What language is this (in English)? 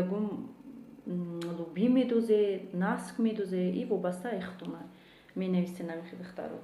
Tajik